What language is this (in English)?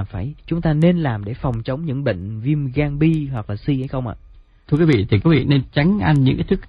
Vietnamese